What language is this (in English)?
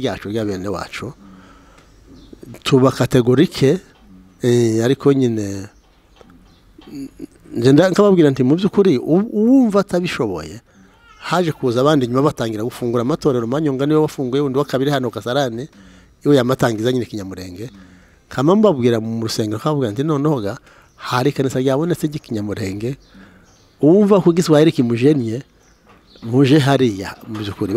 Kinyarwanda